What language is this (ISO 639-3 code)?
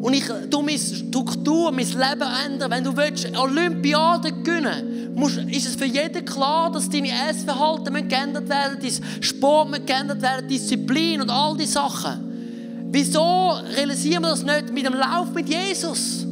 gsw